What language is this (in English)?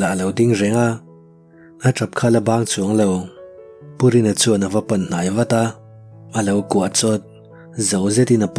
Mizo